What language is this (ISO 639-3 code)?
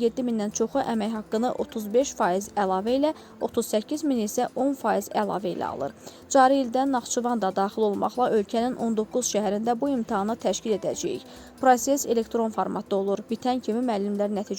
aze